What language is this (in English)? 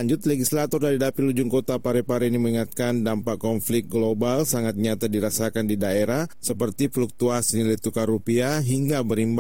Indonesian